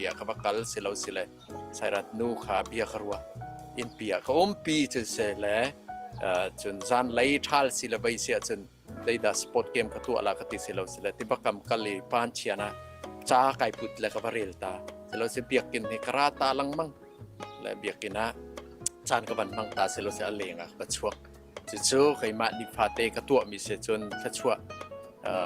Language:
Hakha Chin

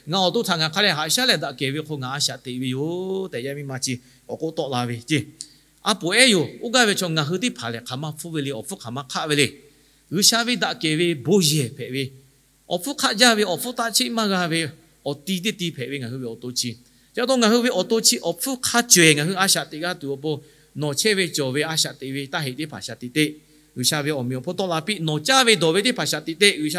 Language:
Lahu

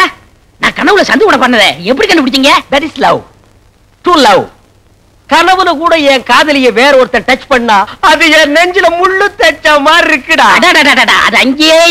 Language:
Tamil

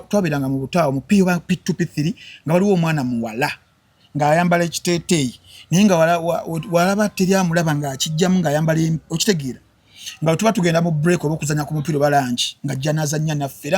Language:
Ganda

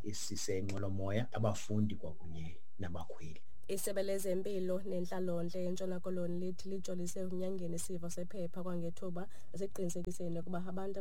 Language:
Xhosa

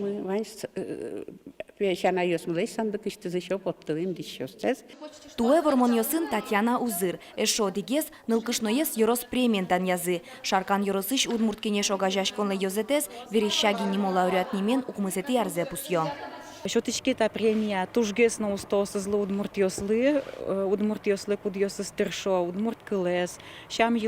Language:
Udmurt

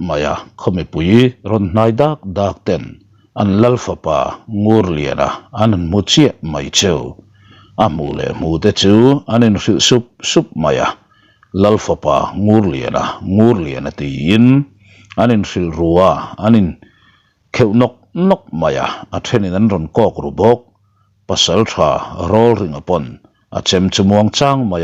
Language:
Mizo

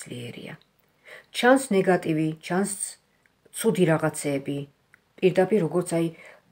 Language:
Georgian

